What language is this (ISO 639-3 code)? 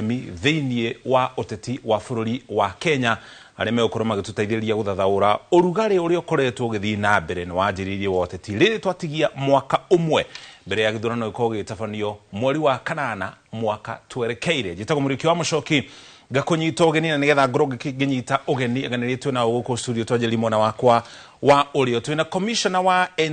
kik